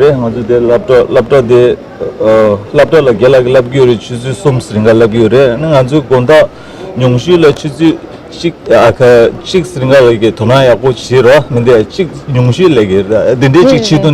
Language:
Tibetan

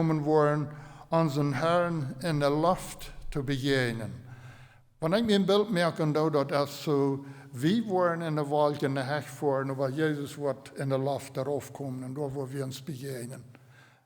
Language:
Plautdietsch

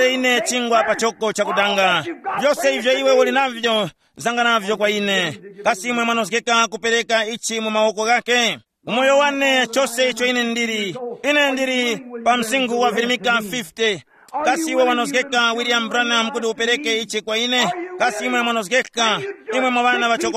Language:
Tumbuka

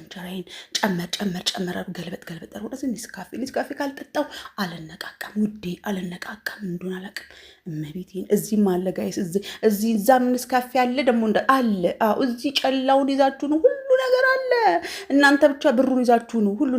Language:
Amharic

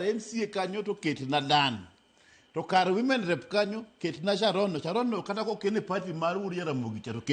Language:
Luo (Kenya and Tanzania)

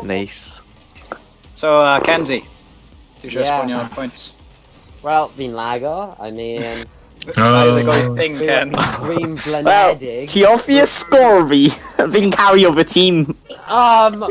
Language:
Welsh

